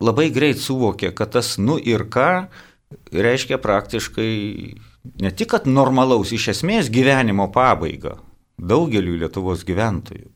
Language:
Lithuanian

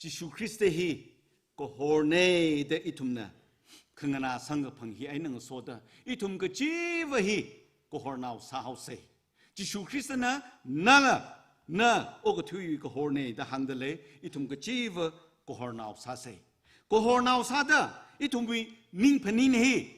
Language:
Tangkhul Naga (India)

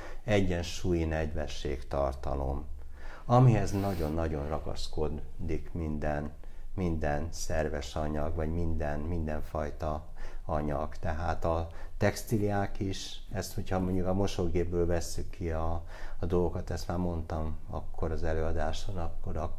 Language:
Hungarian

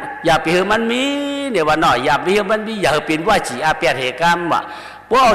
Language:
Shan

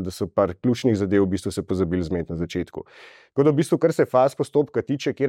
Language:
Slovenian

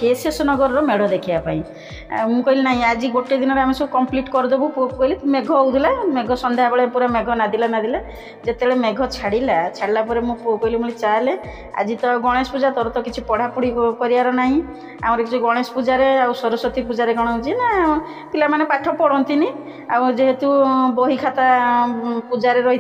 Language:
Odia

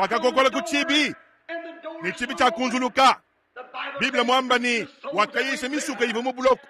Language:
Luba-Lulua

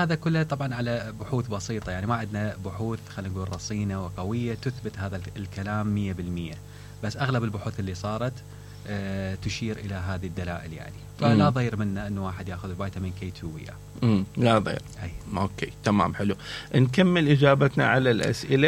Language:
Mesopotamian Arabic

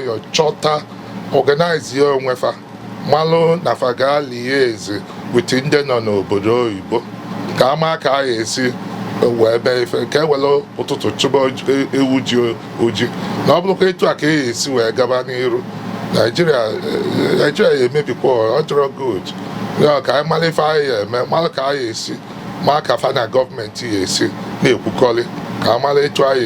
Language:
Igbo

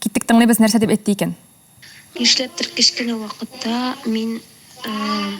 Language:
Tatar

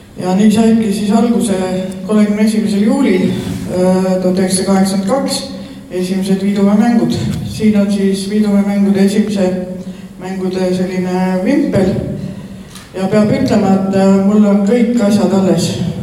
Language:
Estonian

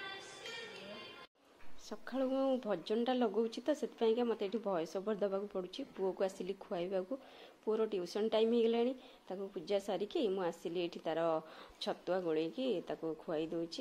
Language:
Odia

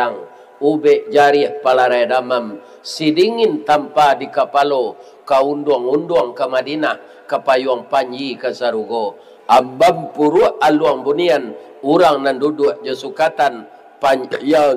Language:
Minangkabau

